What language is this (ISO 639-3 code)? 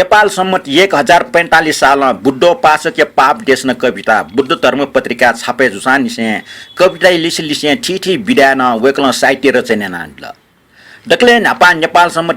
new